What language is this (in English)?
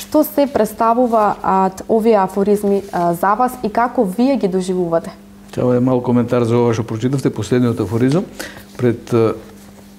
Macedonian